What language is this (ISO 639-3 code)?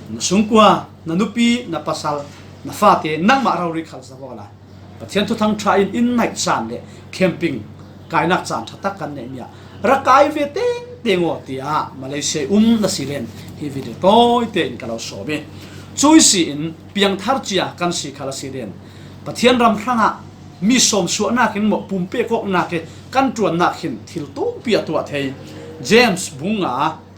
cfm